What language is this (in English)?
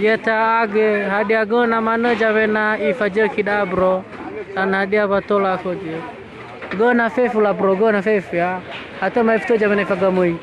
Nias